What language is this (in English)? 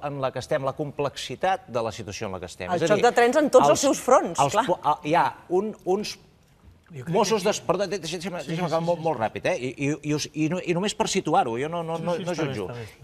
Catalan